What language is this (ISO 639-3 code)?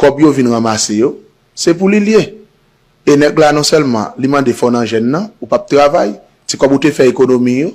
hat